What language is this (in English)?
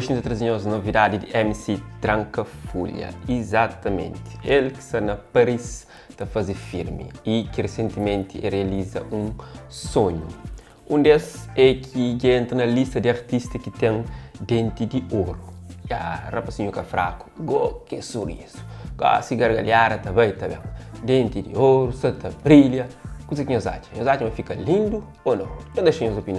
Kabuverdianu